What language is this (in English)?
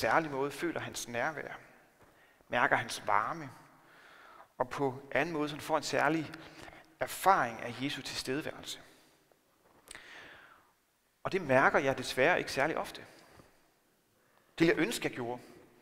Danish